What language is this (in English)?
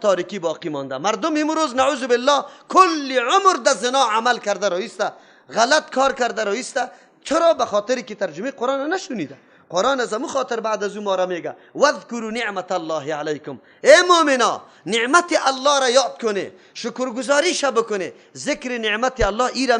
Persian